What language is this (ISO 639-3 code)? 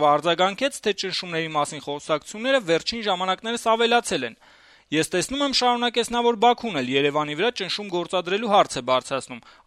hye